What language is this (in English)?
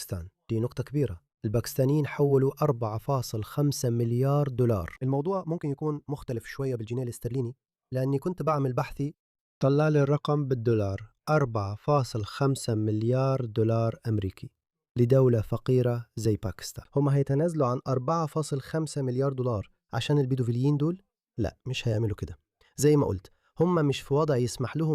Egyptian Arabic